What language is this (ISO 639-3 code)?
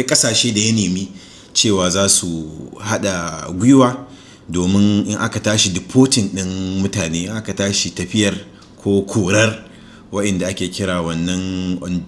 hau